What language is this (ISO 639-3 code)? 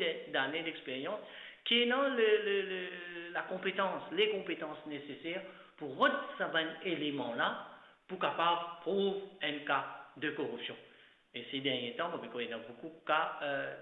mfe